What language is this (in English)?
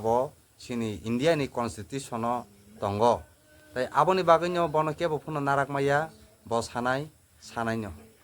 Kok Borok